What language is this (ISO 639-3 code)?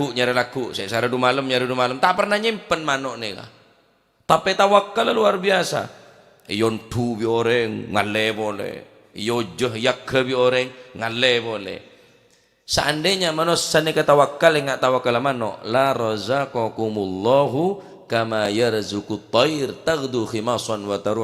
mad